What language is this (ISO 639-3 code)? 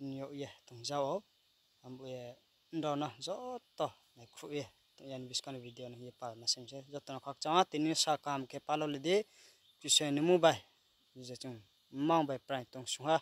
ria